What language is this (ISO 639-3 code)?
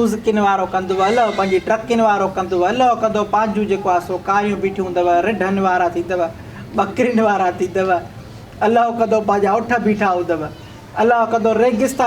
snd